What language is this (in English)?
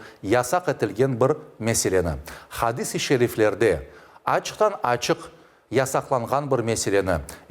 Crimean Tatar